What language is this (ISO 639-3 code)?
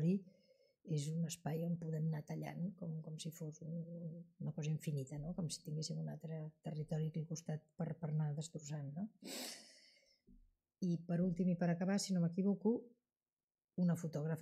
cat